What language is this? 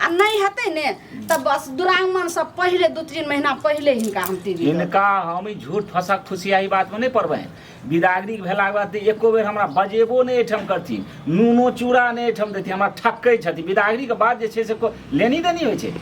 Maithili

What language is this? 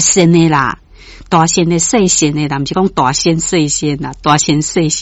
Min Nan Chinese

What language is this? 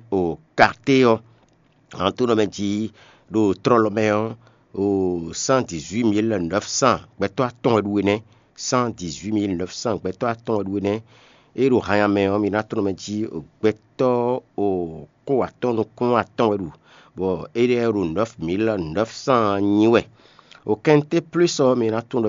Fon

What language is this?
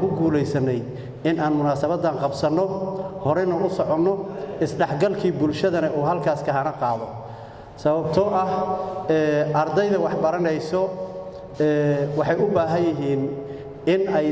Somali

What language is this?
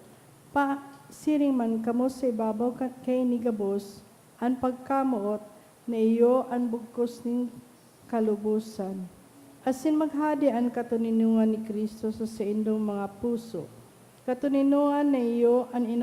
Bikol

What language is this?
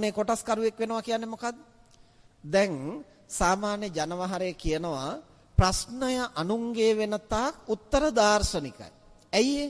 Sinhala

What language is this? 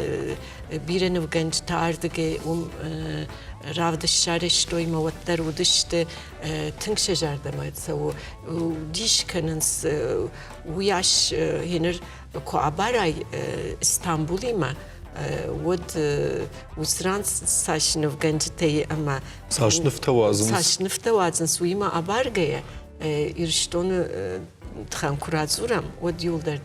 Ossetic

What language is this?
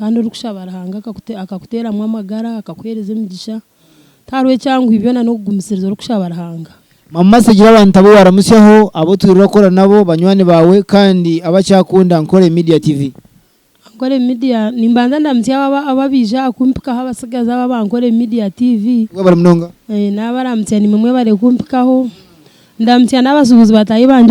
Nyankole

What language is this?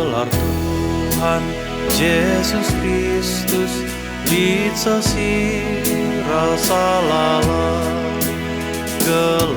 Batak Karo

